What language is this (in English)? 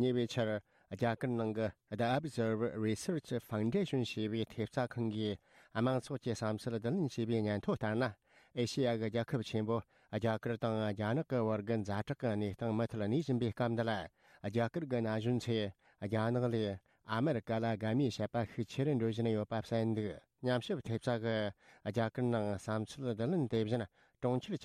Tibetan